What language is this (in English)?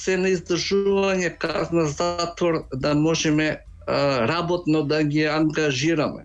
Macedonian